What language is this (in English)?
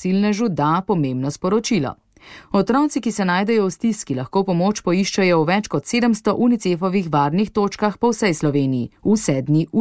Slovenian